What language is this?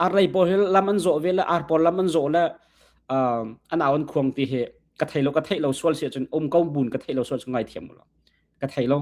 Hakha Chin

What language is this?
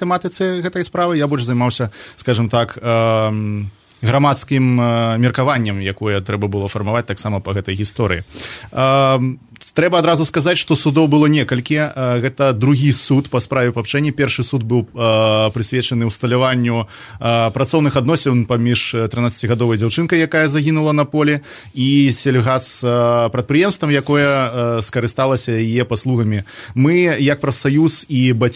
Belarusian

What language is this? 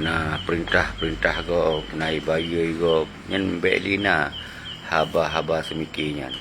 Achinese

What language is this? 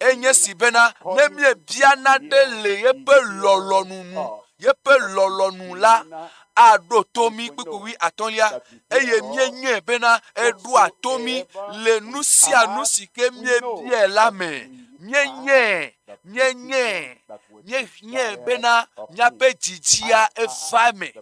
Ewe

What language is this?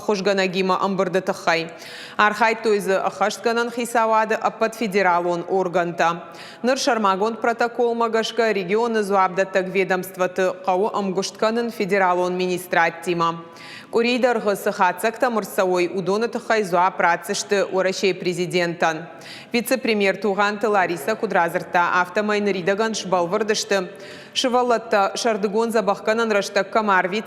Ossetic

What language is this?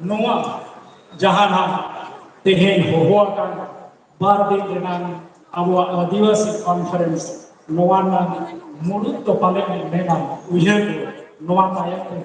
Santali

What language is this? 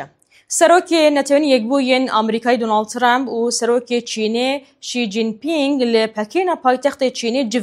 Kurdish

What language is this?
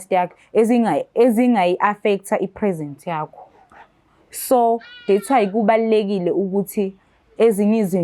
Zulu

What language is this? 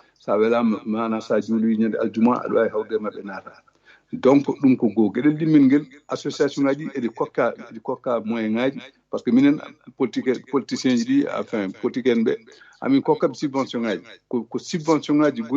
Fula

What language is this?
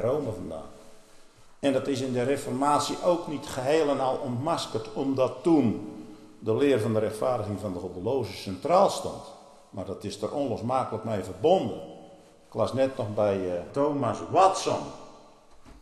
Dutch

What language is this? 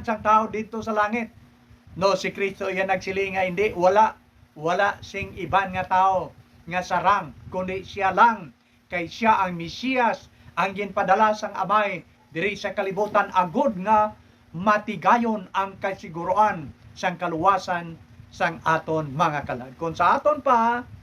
Hiligaynon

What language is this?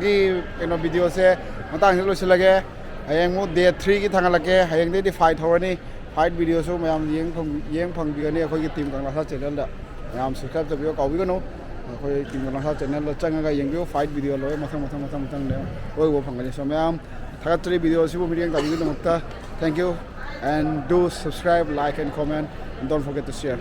Manipuri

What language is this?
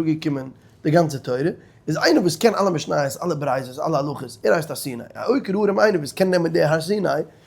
Yiddish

